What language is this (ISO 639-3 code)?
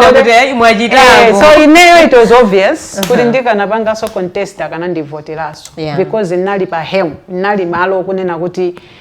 nya